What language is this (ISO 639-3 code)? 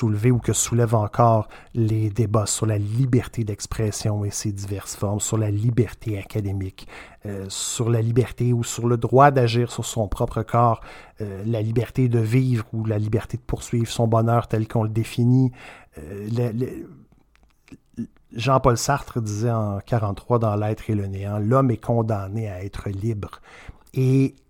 fra